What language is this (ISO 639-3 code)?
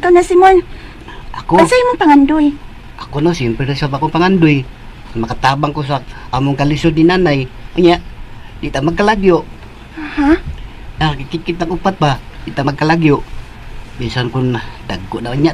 ceb